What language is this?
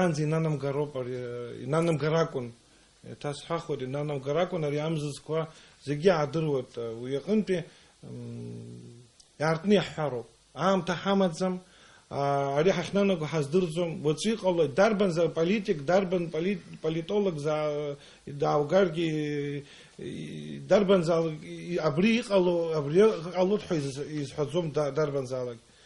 Abkhazian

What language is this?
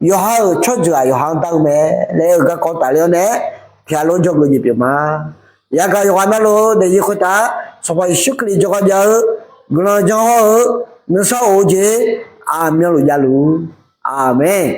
Akha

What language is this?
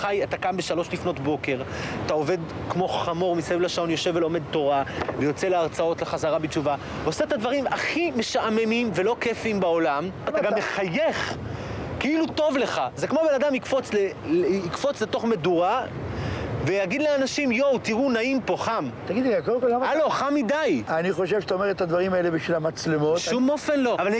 Hebrew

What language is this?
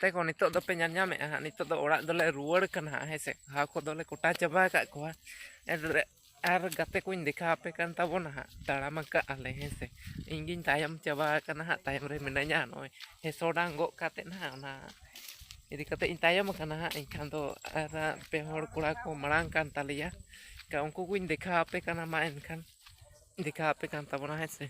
Santali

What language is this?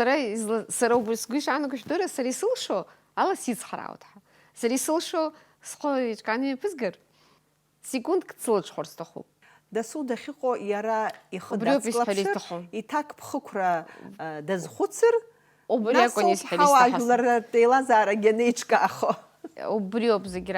Abkhazian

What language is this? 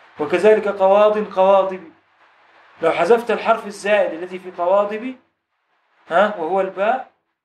Egyptian Arabic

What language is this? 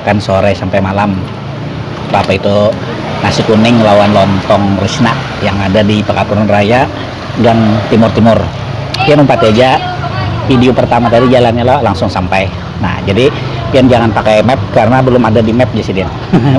Banjar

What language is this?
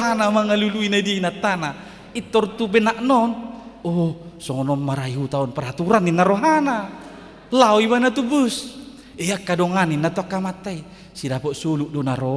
Batak Toba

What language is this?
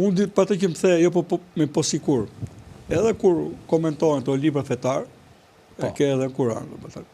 Albanian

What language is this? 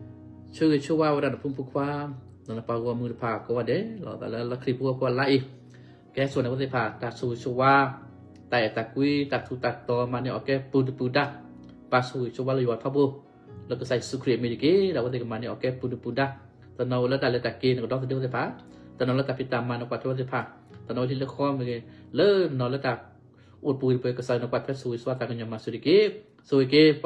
S'gaw Karen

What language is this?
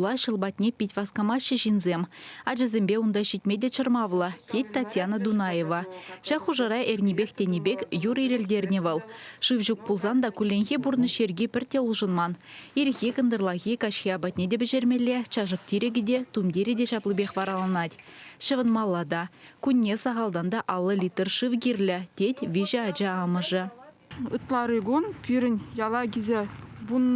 Chuvash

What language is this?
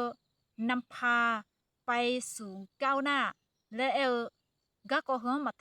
Akha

